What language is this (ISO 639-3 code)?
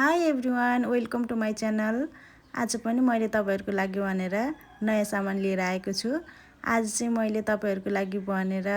nep